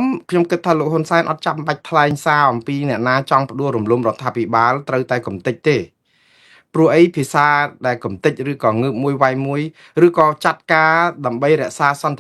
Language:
Khmer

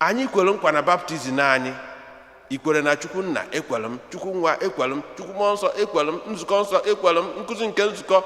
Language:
Igbo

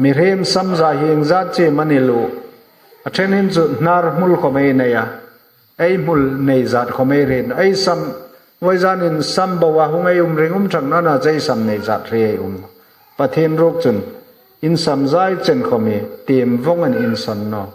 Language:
Hmar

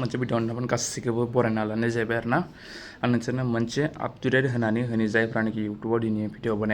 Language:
Bodo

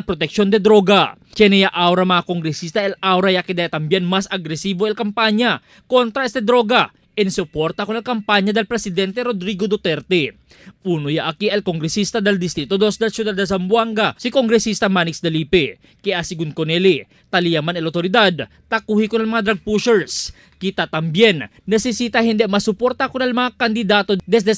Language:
Chavacano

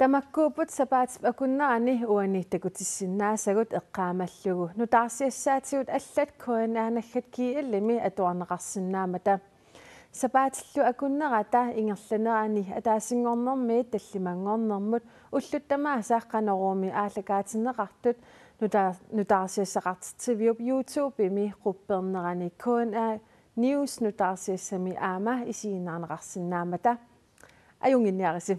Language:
Kalaallisut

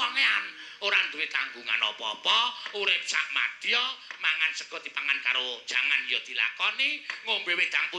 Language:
Javanese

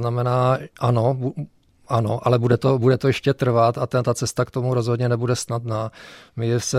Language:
Czech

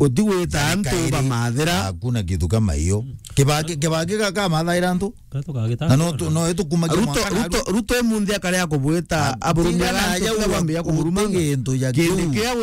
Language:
Meru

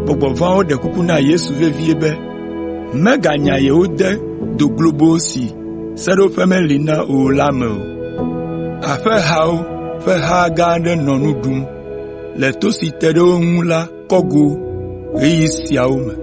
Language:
Ewe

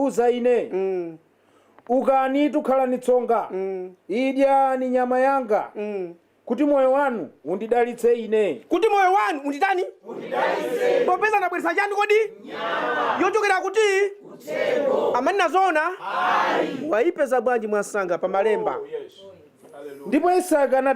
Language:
Nyanja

